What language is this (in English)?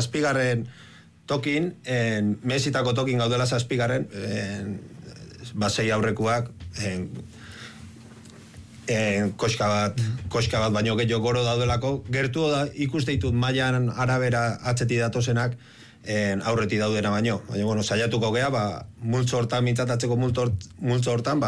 Basque